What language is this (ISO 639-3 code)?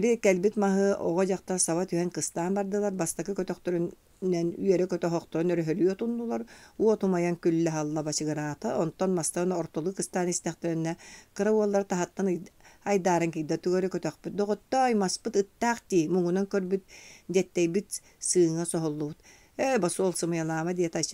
sah